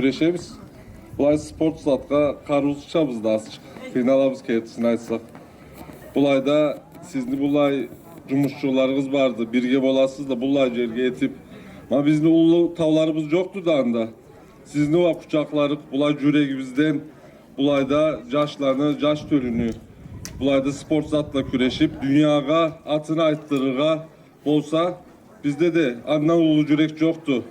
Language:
Karachay-Balkar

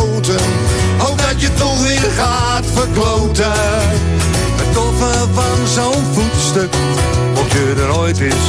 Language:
Dutch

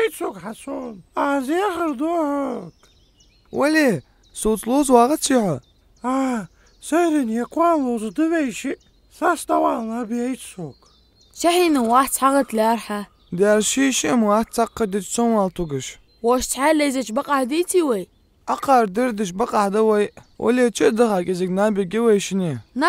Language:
Ingush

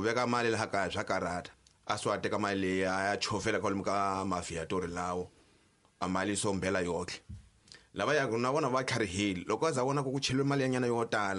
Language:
Tsonga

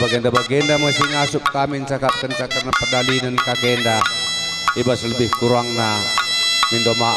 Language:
Batak Karo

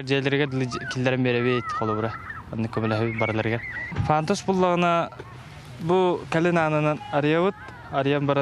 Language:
Yakut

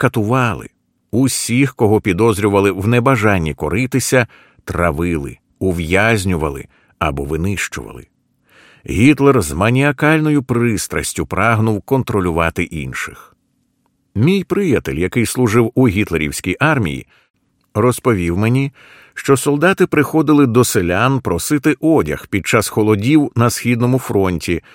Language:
Ukrainian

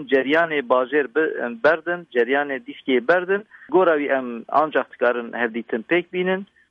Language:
Kurdish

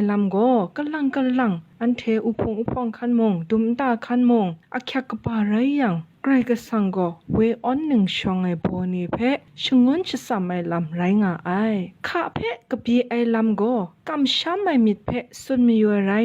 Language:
Kachin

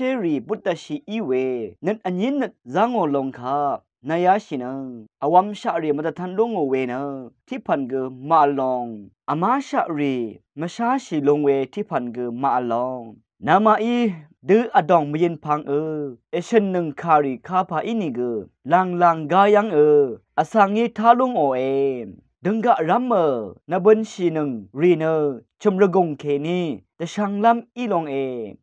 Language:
Rawang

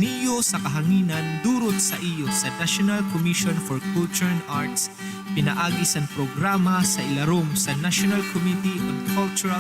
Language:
Waray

